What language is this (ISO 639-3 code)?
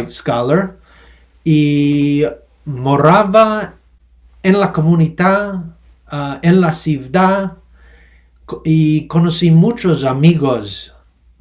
lad